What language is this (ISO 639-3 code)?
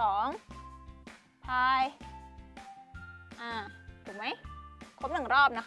tha